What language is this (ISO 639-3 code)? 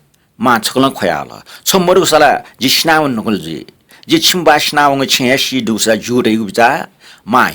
new